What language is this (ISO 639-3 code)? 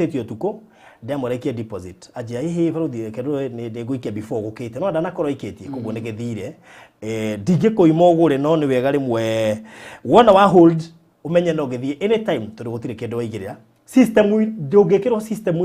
kik